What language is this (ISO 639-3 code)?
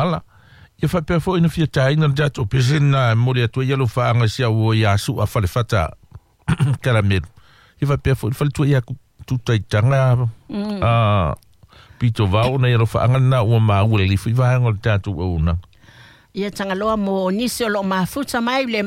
smo